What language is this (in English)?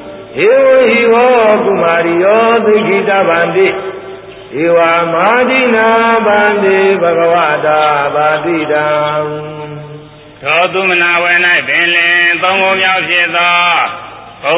Burmese